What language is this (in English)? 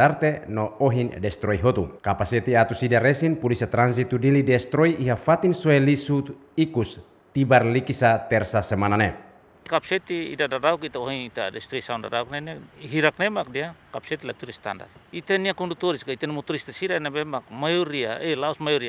Tetum